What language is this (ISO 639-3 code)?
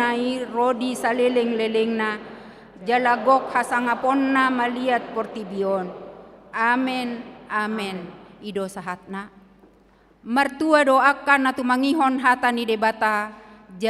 bbc